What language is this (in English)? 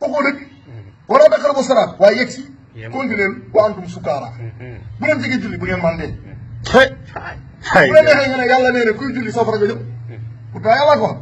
Wolof